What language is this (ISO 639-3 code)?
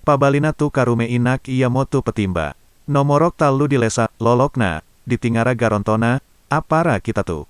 sda